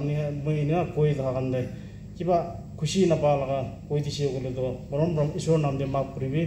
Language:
Naga Pidgin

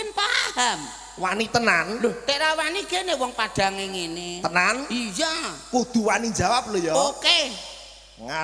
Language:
Javanese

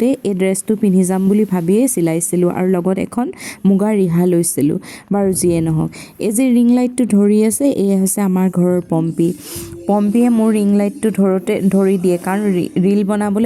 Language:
Assamese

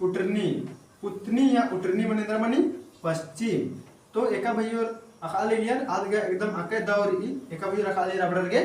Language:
Kurukh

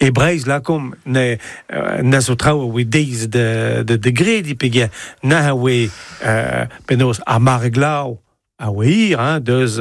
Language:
Breton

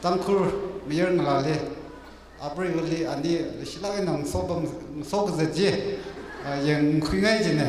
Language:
Tangkhul Naga (India)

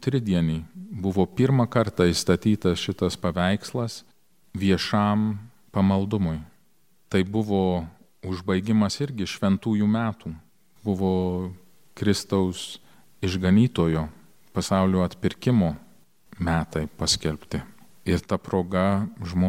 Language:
Lithuanian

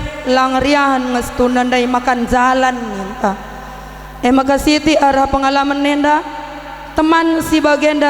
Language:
Batak Karo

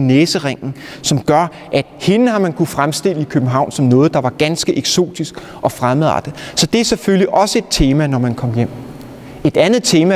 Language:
Danish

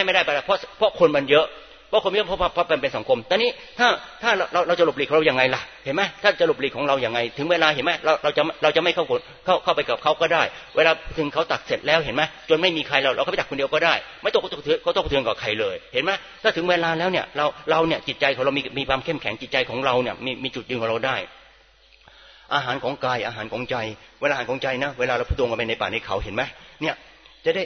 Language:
Thai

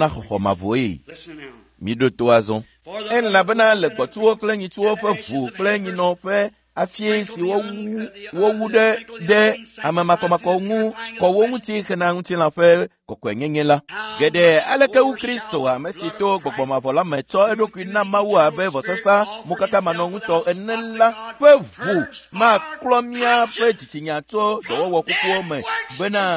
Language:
Ewe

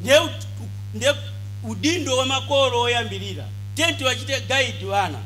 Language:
Nyanja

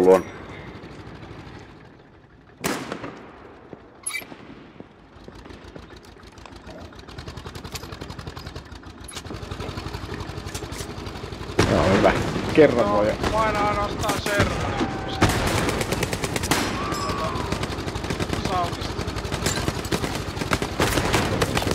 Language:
Finnish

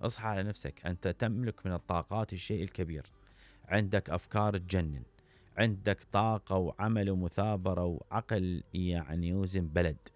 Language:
Mesopotamian Arabic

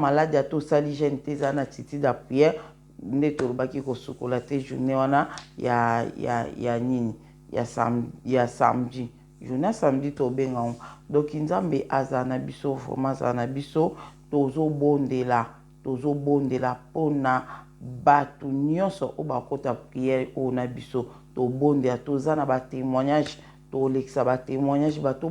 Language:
Lingala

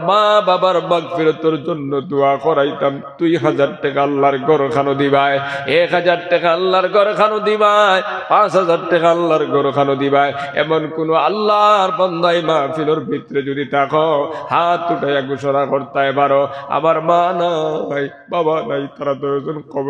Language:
Sylheti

